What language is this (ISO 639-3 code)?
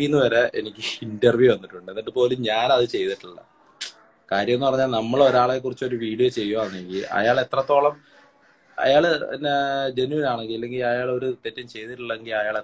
mal